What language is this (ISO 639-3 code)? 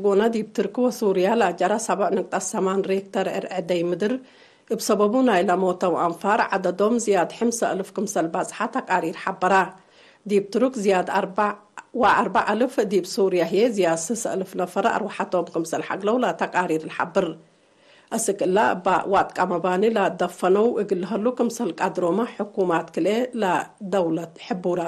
tig